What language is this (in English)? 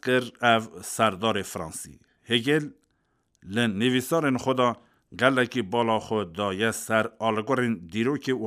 Kurdish